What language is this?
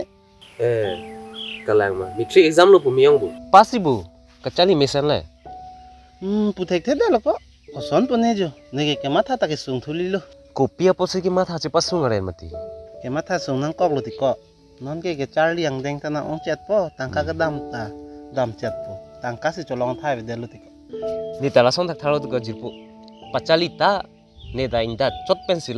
Karbi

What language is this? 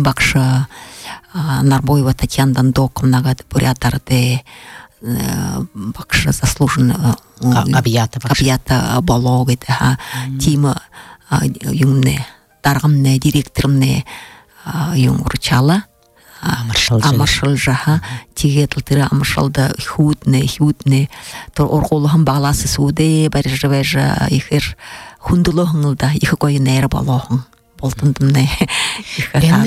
Buriat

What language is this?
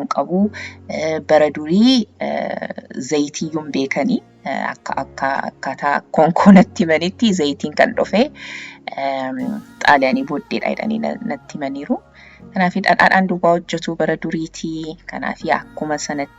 Oromo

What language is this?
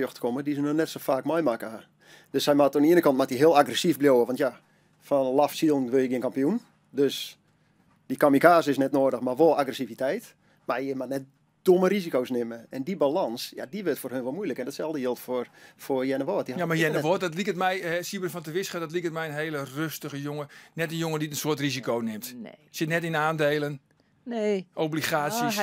Western Frisian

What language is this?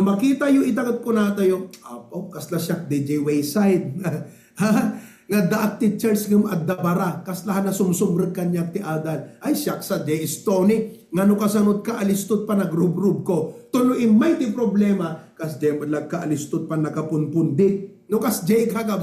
Iloko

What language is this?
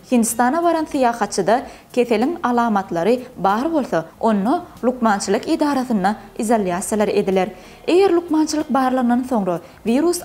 Turkmen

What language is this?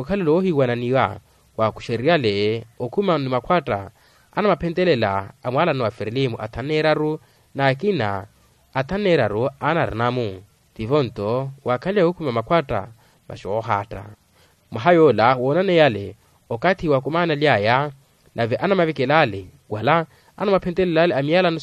Makhuwa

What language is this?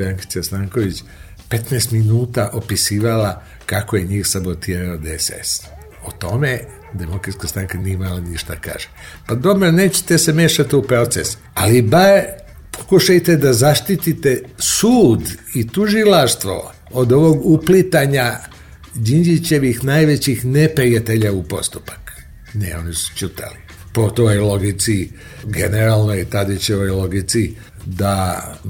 Serbian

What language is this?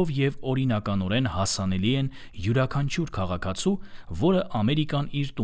Armenian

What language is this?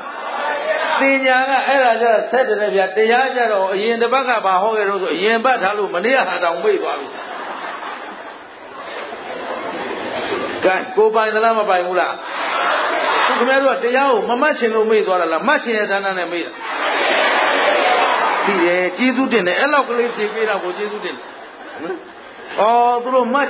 Burmese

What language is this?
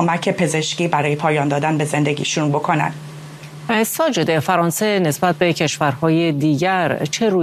Persian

